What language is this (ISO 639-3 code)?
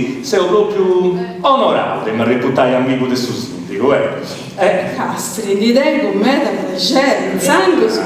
srd